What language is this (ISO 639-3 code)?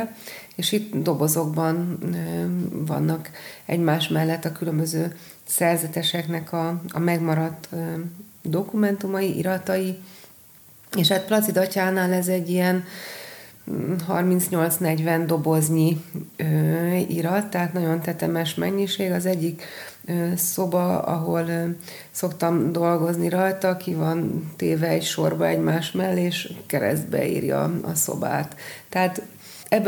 hun